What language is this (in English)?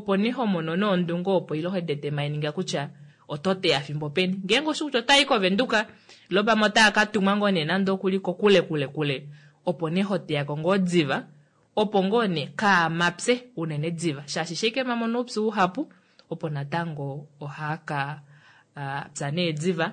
Kuanyama